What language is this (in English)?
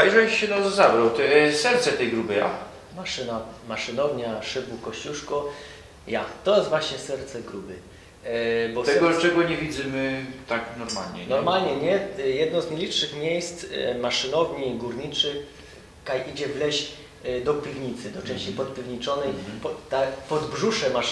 Silesian